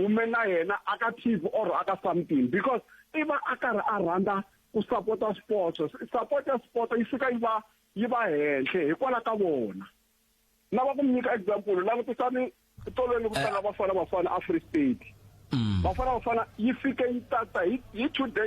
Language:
Tsonga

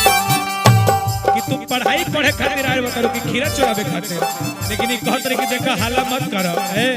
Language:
Magahi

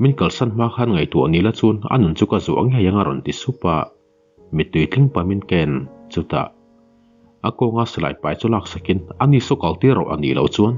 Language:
Mizo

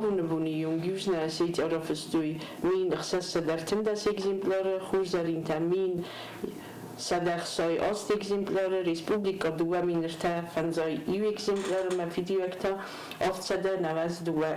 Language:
Ossetic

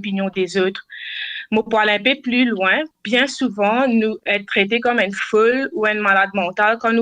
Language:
Morisyen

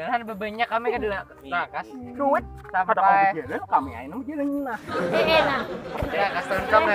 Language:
Banjar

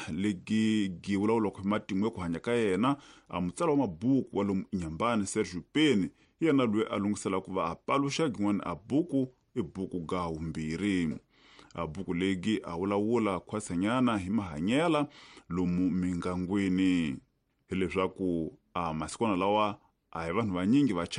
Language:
Tsonga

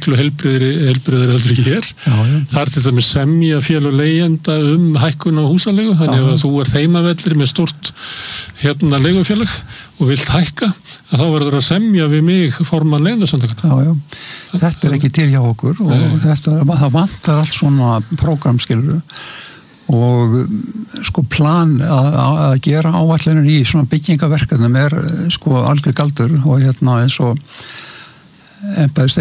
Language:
Icelandic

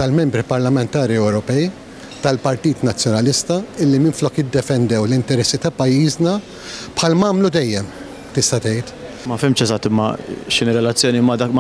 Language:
Maltese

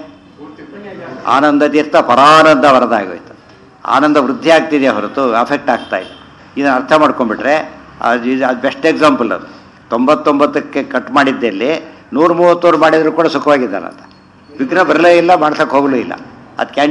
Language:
Kannada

